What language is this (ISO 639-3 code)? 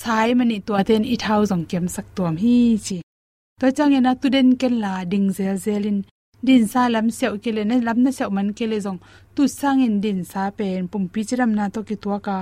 ctd